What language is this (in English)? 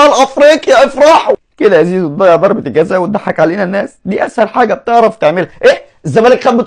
Egyptian Arabic